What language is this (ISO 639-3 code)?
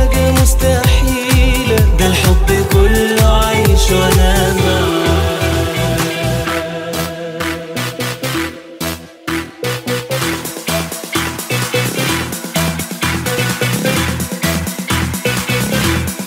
arz